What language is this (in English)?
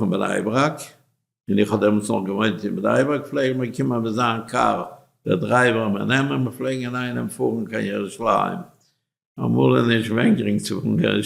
Yiddish